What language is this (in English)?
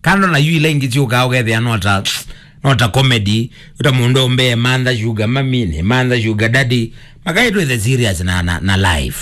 Kamba